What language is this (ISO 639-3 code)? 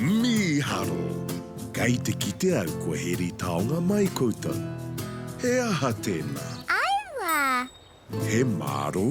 mri